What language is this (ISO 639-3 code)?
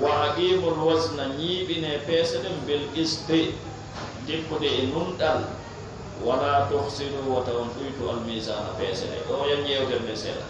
ful